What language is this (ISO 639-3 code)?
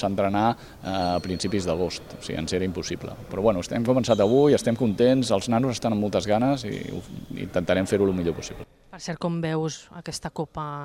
cat